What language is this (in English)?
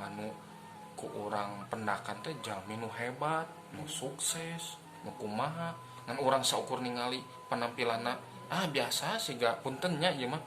Sundanese